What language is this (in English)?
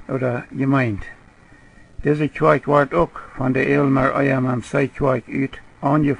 Plautdietsch